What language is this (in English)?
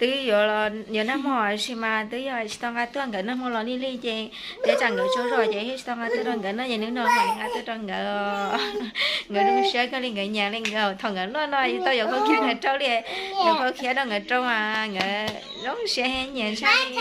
Hmong